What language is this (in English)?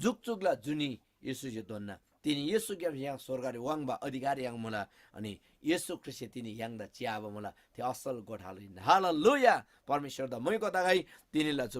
Eastern Tamang